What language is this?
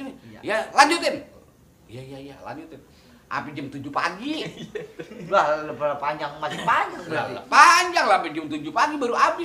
Betawi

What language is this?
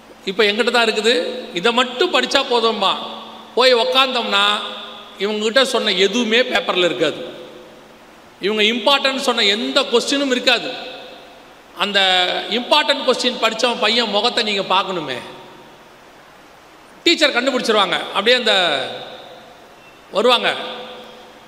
Tamil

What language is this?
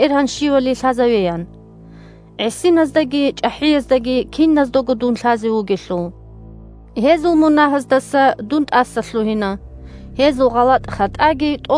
Avaric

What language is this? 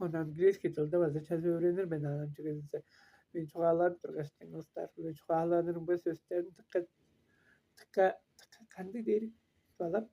Tuvinian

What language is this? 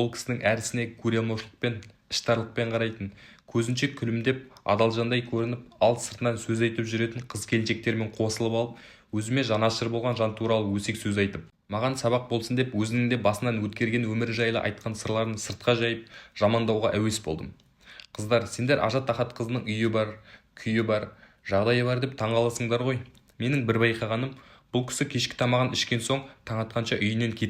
Kazakh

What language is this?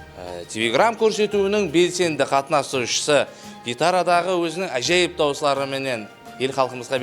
Kara-Kalpak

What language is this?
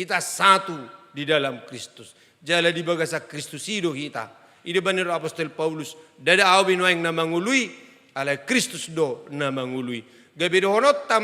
Batak Toba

